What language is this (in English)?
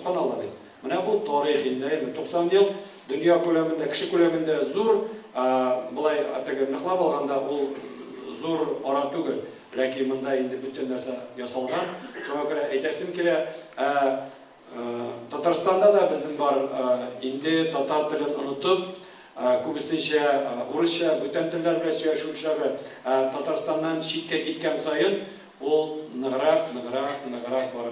Tatar